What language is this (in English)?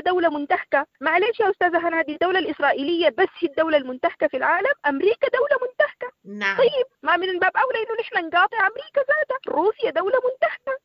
Sudanese Arabic